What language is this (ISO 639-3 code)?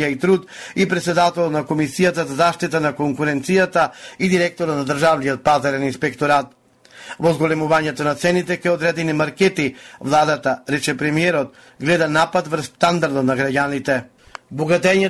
mkd